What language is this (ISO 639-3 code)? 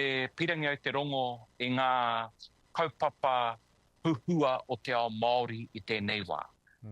mri